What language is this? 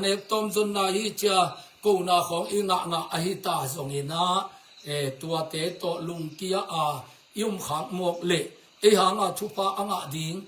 Tedim Chin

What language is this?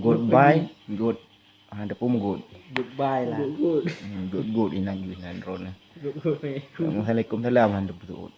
Achinese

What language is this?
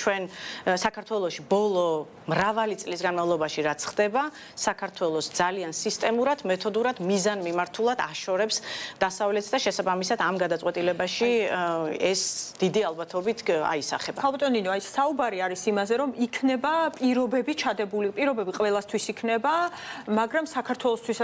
Georgian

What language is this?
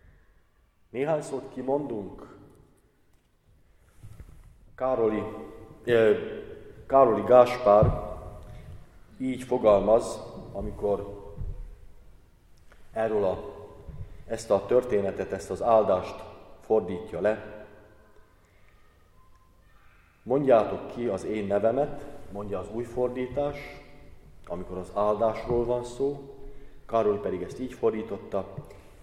Hungarian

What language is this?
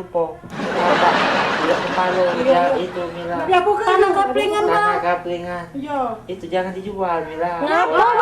Musi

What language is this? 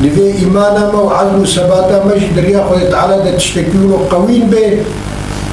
Kurdish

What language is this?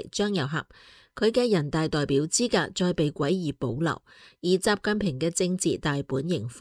Cantonese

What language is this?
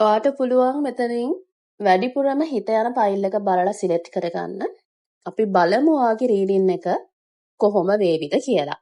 Sinhala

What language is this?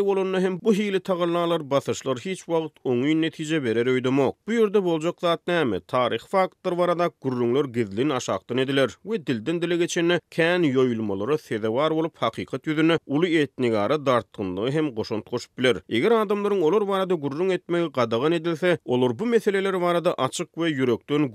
Turkmen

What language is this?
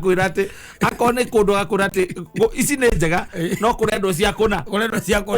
Kikuyu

